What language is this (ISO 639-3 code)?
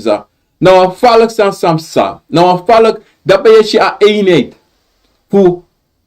srn